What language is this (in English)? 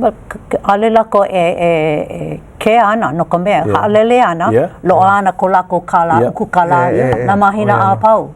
Hawaiian